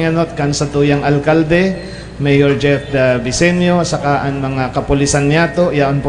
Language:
Bikol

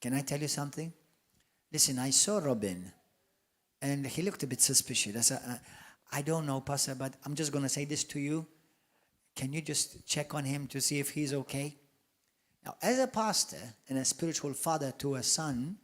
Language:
English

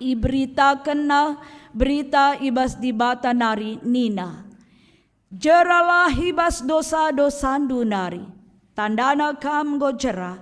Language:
Batak Karo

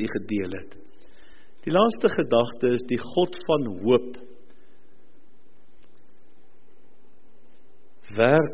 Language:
Afrikaans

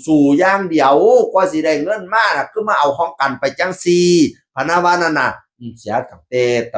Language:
Northeastern Thai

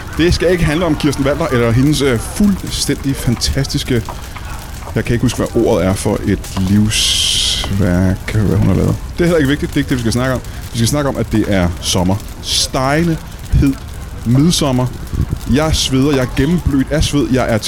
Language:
Danish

